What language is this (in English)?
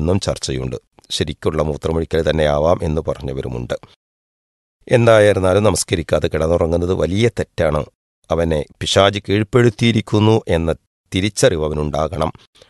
Malayalam